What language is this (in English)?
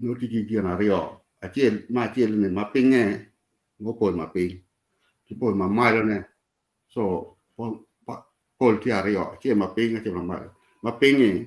Acoli